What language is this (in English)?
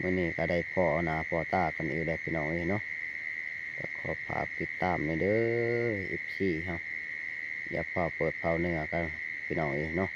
Northeastern Thai